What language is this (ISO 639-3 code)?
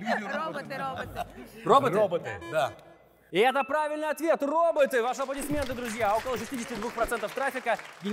rus